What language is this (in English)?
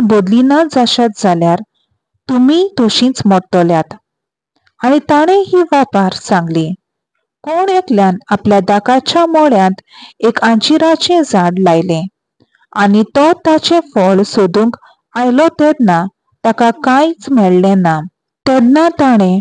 Konkani